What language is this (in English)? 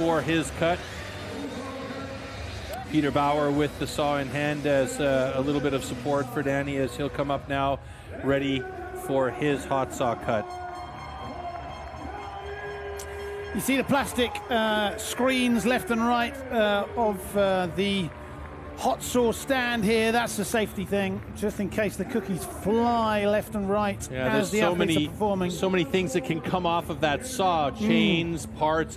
English